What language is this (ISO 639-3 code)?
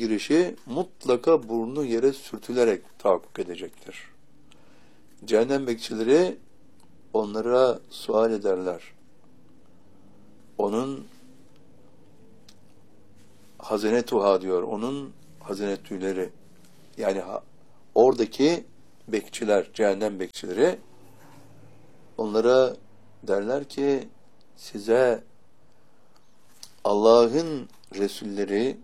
tur